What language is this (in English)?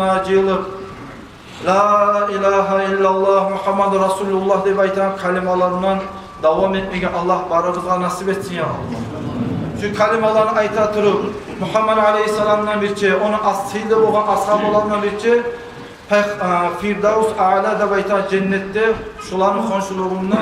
Kumyk